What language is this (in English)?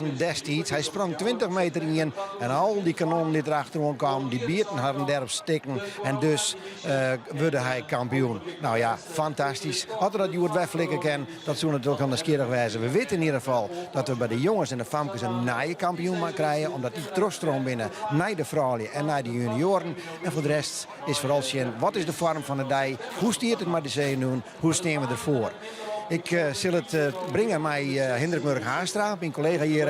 Western Frisian